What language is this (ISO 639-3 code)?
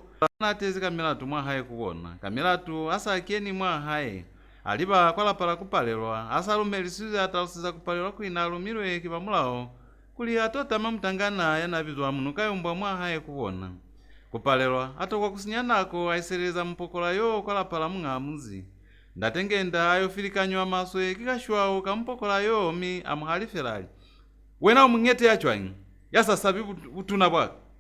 loz